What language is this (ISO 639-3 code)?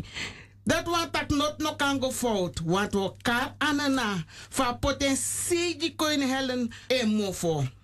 srn